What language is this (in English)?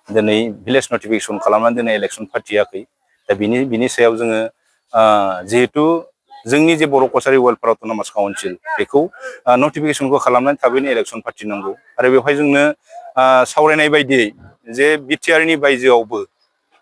Bodo